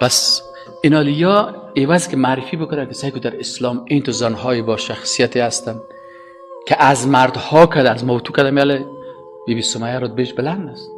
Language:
Persian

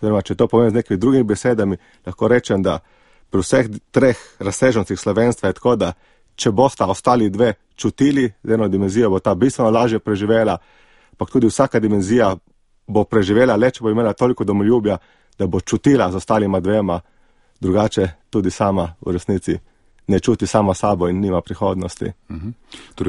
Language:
Slovenian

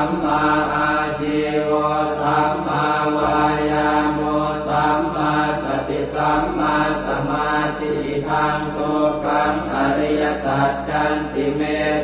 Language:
Pali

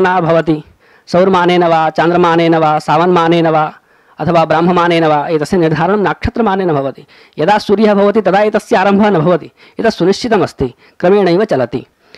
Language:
Sanskrit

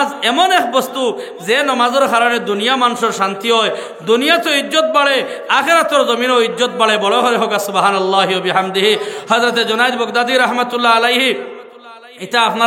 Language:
Sylheti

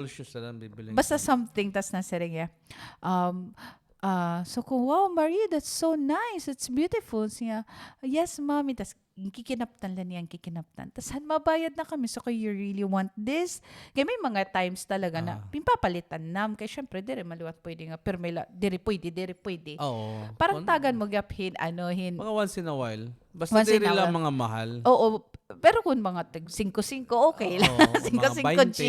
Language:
Waray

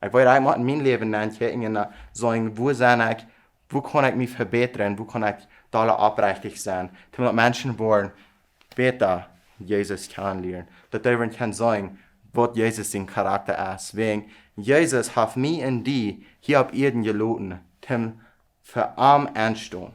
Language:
Plautdietsch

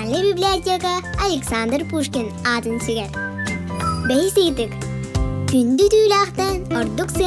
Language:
Yakut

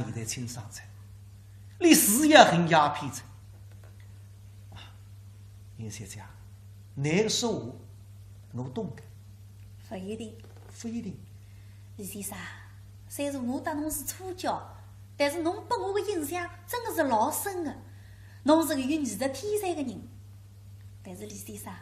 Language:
Wu Chinese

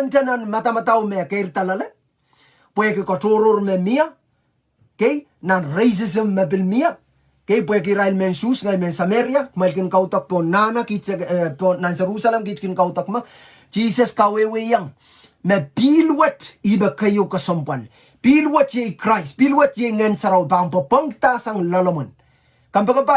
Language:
Pohnpeian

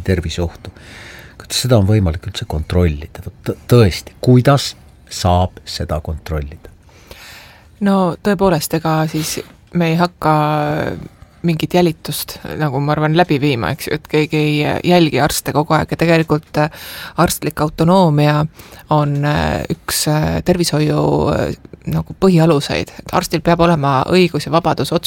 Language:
Estonian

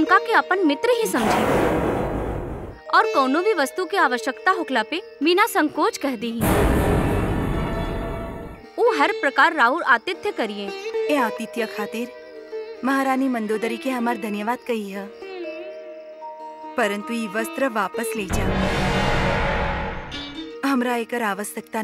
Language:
Bhojpuri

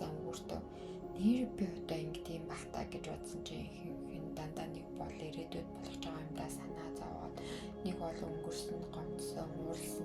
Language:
Mongolian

